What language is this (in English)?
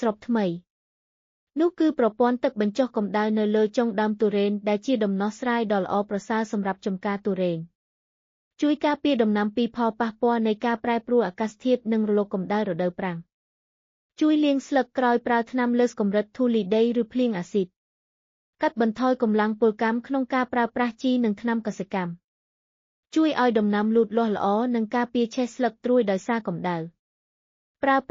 Khmer